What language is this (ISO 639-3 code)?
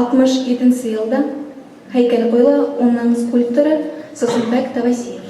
bak